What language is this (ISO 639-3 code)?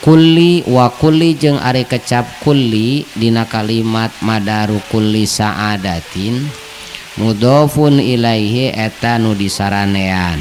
sun